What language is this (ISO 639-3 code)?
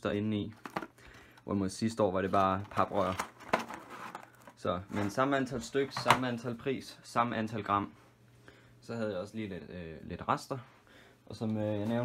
dan